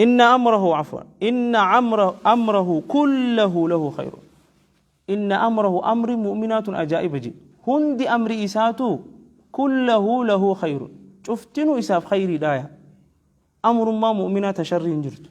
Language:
Oromo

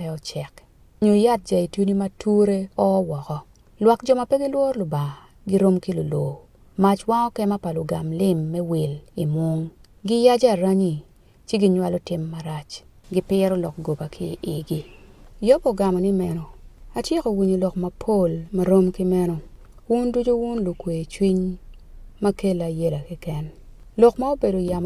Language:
Acoli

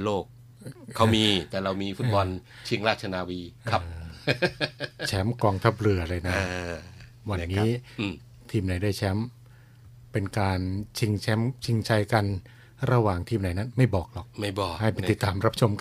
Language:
Thai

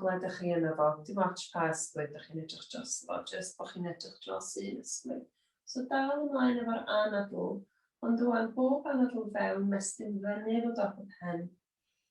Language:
Welsh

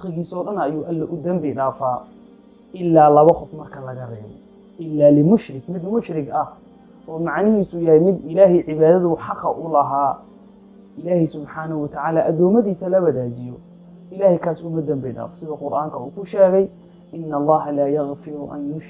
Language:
Somali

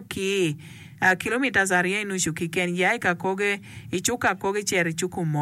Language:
Acoli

